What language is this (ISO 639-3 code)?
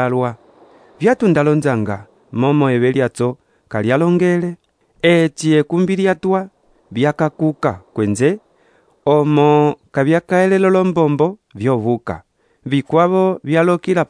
umb